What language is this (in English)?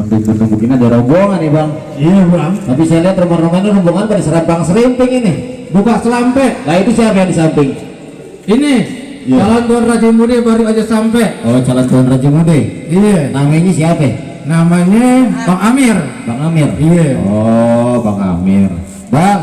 Betawi